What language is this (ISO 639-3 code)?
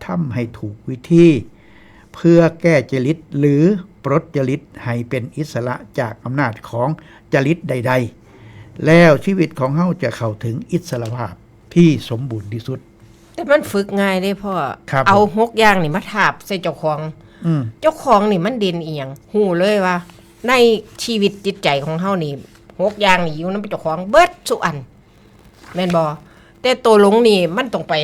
tts